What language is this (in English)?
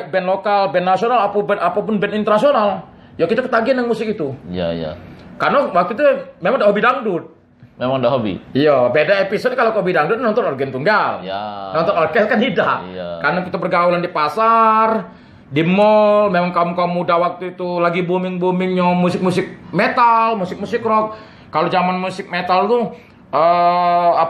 Musi